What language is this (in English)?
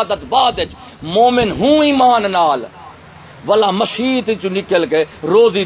Saraiki